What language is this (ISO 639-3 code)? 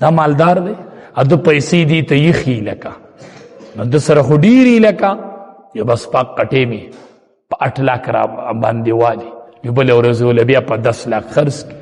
pus